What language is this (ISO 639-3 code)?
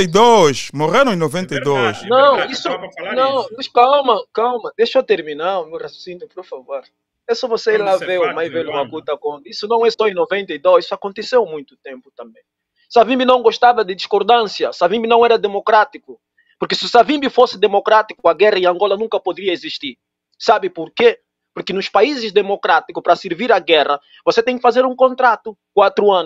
por